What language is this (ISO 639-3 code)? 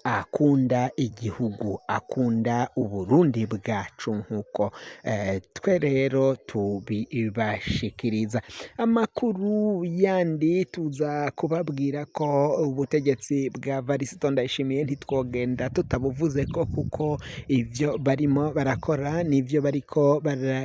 run